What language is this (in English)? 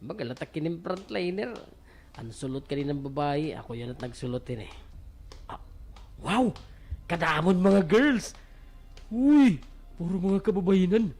Waray